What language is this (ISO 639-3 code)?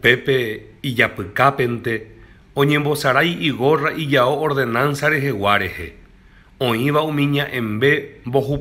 grn